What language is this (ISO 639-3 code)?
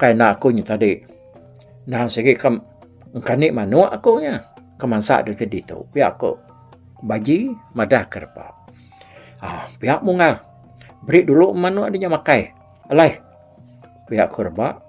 iba